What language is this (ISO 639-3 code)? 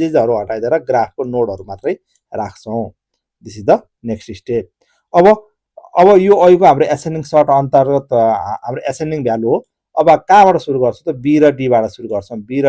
nep